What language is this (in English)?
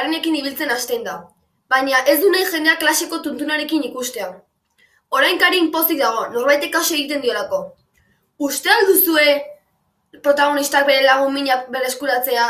Basque